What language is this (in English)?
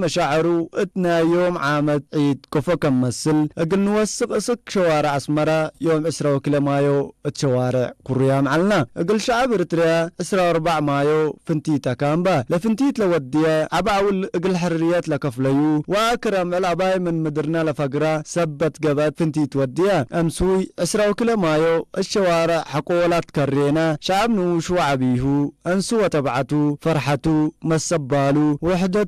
Tigrinya